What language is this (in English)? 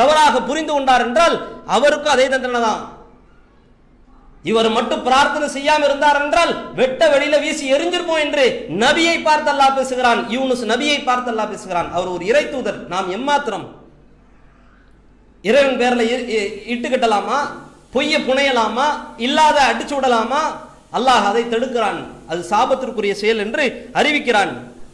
Tamil